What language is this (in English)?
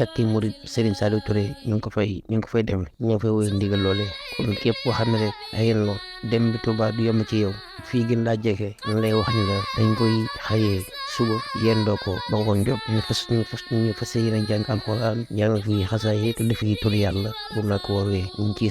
Wolof